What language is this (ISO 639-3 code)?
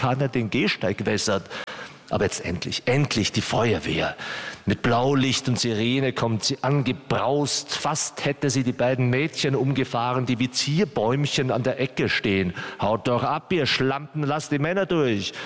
deu